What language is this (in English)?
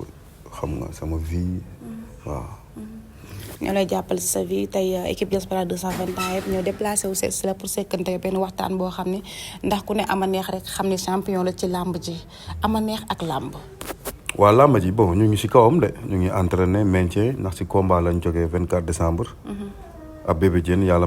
Wolof